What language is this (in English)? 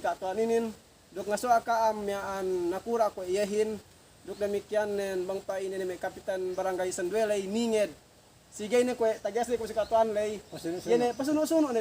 Yakan